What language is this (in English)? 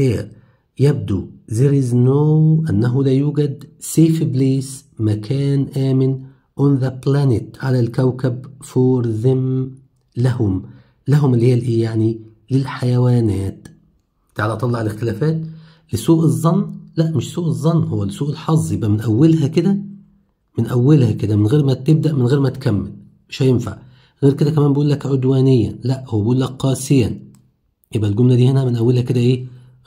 Egyptian Arabic